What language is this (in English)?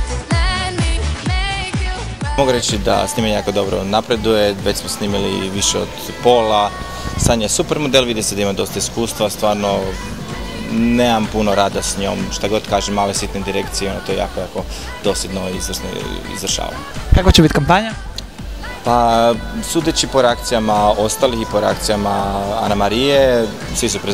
Croatian